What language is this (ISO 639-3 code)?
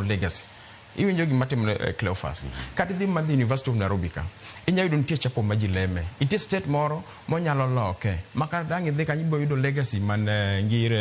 luo